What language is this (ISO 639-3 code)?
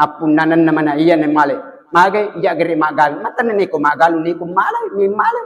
bug